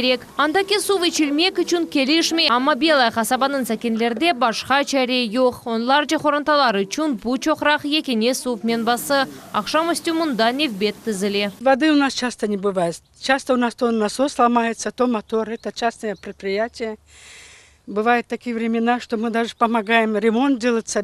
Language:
Crimean Tatar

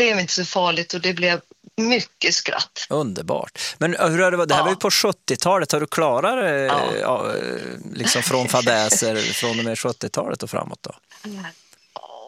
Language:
Swedish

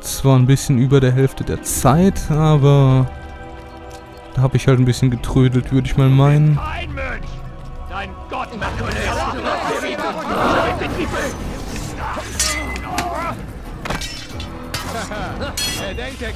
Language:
German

